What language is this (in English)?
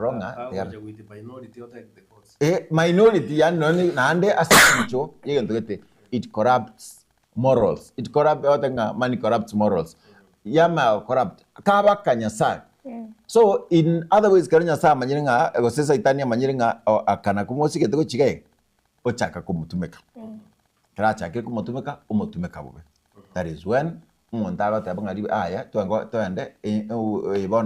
Gusii